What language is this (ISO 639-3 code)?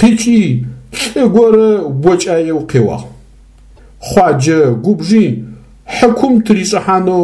ady